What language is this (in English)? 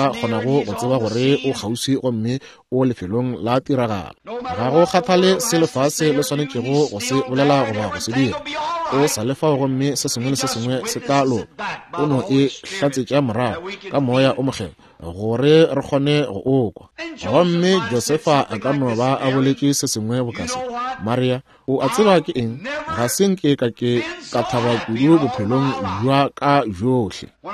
Northern Sotho